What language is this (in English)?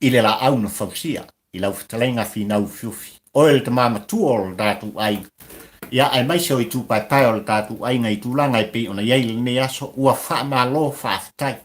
Samoan